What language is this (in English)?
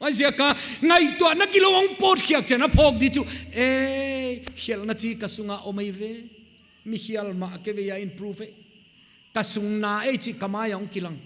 Paite Chin